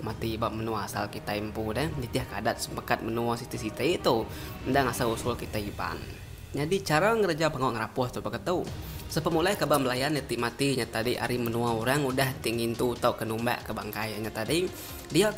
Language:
Iban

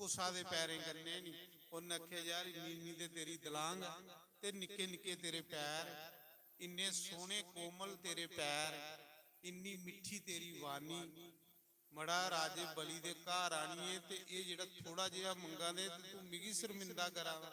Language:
Dogri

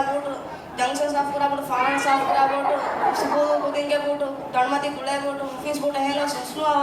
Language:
Divehi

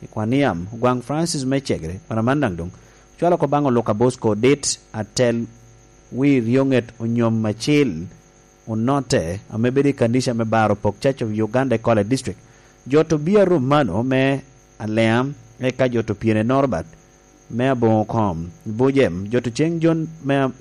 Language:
Lango (Uganda)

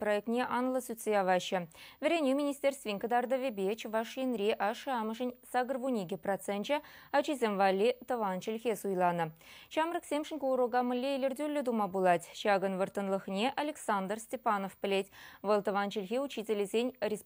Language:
Chuvash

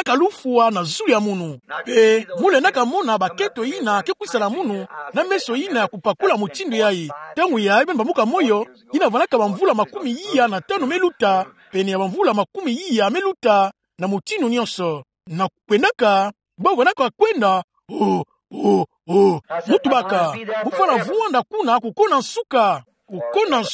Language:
Kituba (Democratic Republic of Congo)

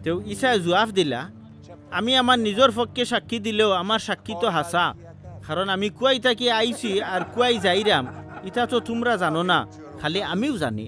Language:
Sylheti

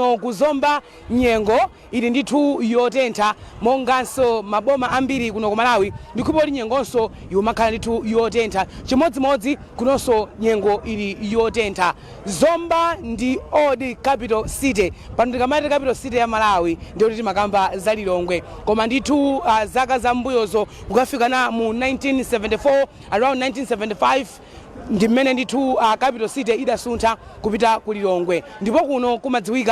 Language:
Nyanja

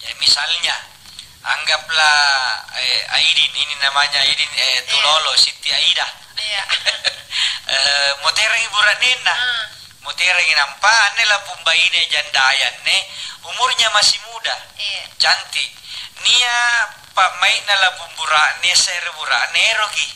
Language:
Makasar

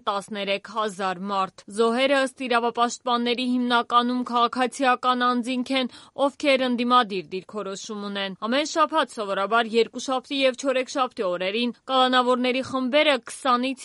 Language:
Armenian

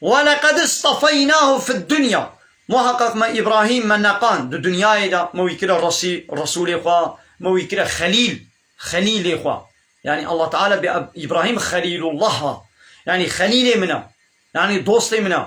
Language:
Kurdish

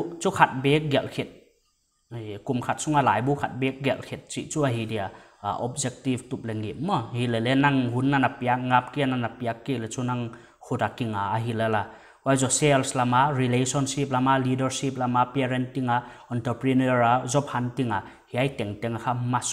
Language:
Paite Chin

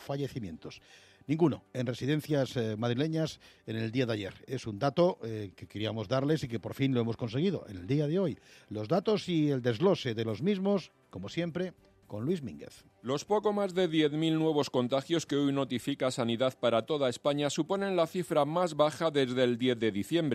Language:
Spanish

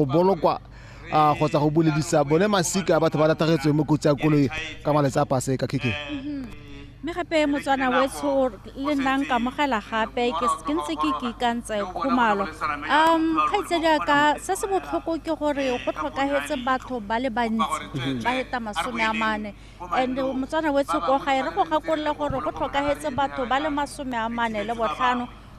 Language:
Tswana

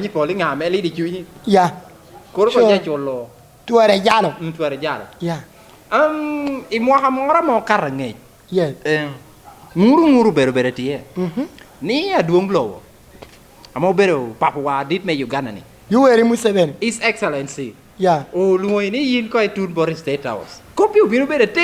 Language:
Lango (Uganda)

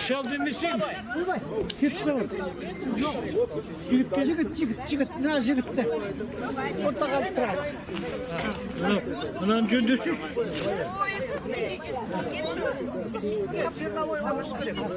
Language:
Kazakh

